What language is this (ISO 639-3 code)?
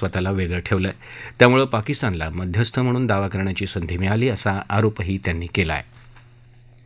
mar